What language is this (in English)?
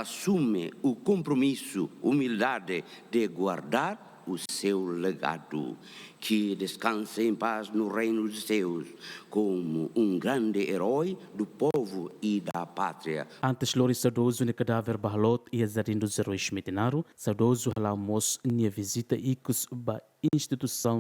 Tetum